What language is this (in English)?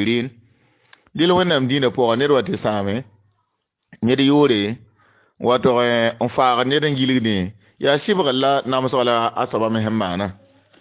Mossi